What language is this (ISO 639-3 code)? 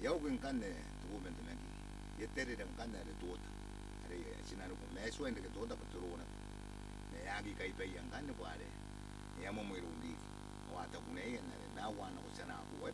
gil